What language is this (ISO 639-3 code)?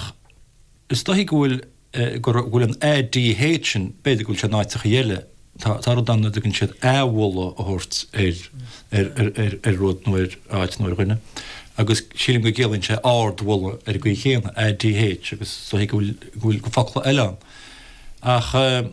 gle